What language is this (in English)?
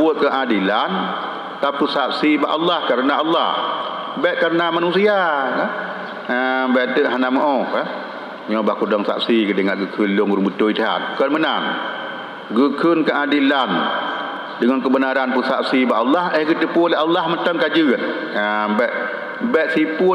Achinese